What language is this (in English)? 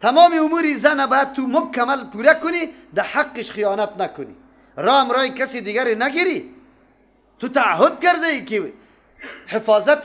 Persian